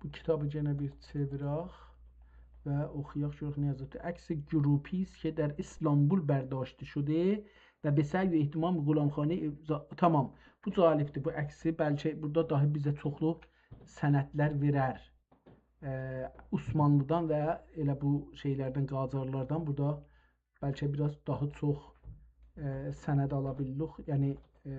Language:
South Azerbaijani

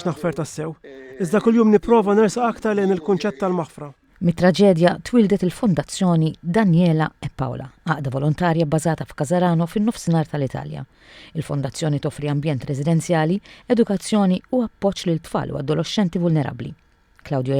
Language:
Maltese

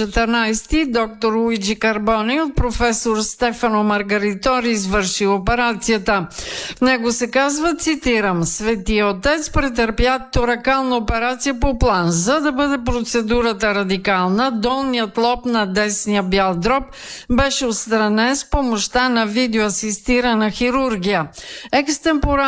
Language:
Bulgarian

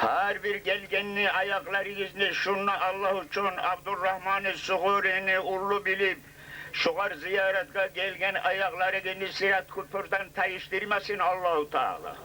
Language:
Kumyk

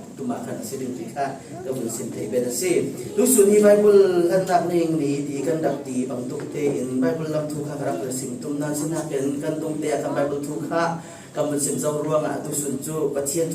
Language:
Falam Chin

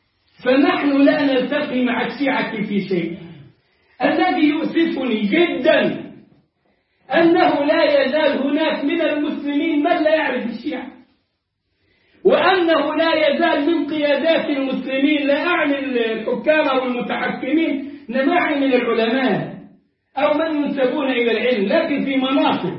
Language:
Arabic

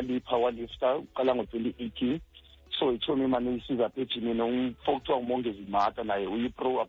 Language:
Xhosa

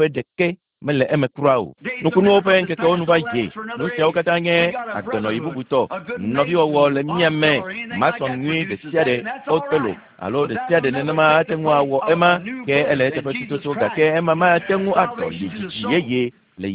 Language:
Ewe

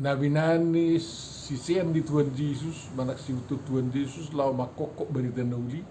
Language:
Batak Toba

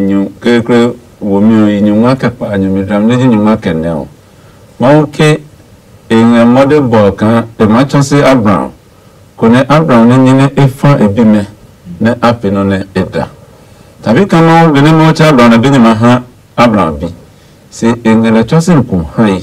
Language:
Adangme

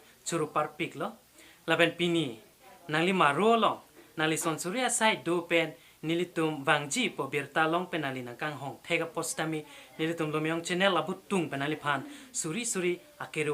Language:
Karbi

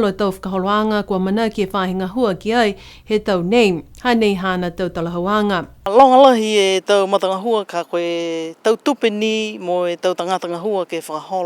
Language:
Niuean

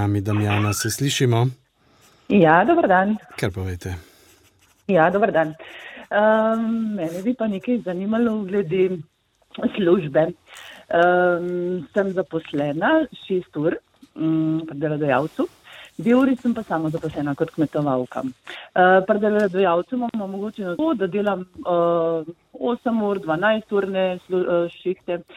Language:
Slovenian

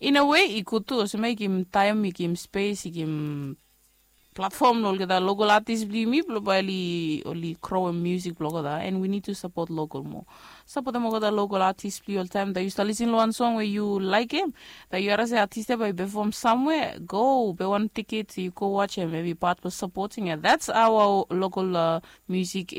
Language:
Bislama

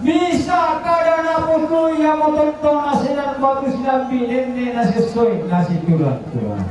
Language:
Toraja-Sa'dan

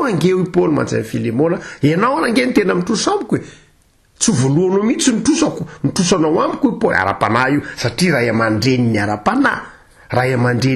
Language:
Malagasy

